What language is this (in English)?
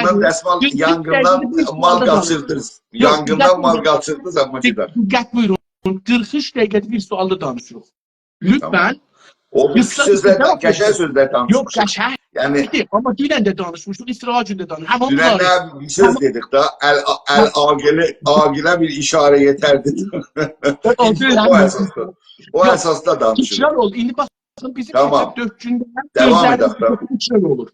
South Azerbaijani